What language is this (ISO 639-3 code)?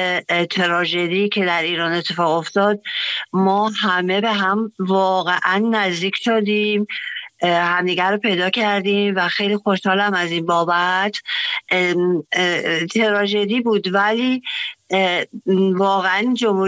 fas